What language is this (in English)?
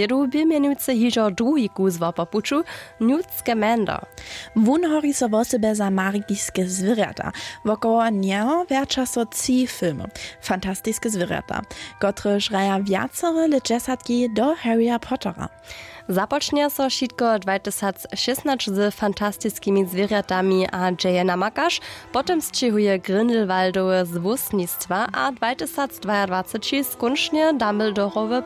Upper Sorbian